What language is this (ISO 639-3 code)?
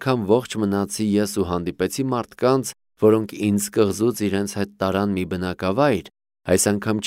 hye